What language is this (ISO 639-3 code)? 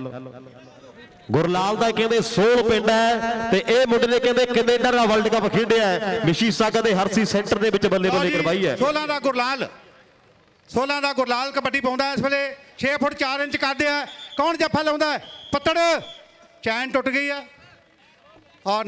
pan